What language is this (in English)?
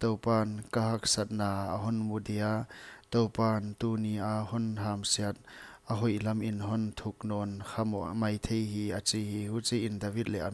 Paite Chin